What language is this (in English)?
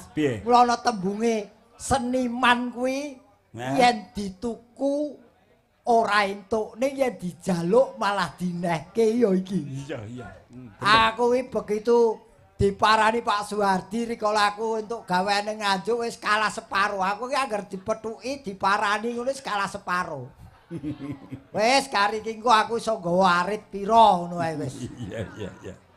Javanese